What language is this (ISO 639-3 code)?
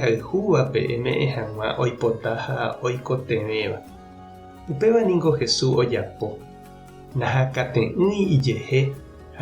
grn